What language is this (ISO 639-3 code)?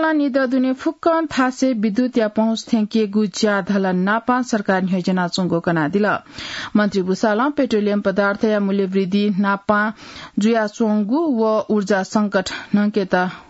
new